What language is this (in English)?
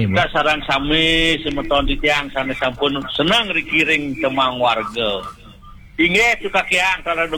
Balinese